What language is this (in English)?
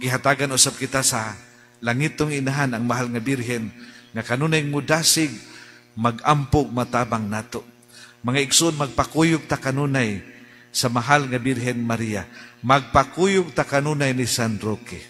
Cebuano